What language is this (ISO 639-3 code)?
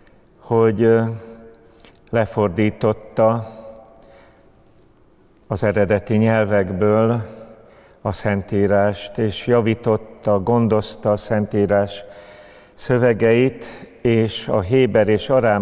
hun